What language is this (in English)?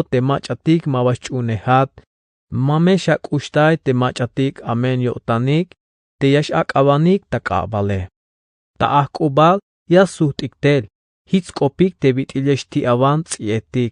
Tzeltal